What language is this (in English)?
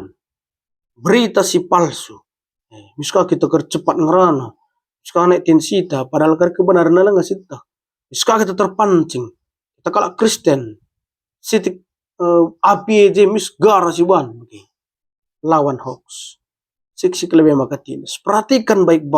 Batak Karo